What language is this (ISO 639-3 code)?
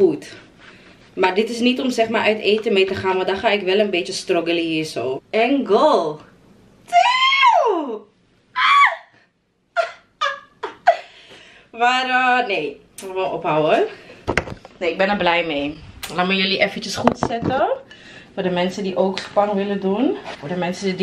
nld